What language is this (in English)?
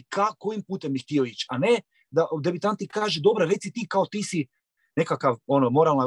Croatian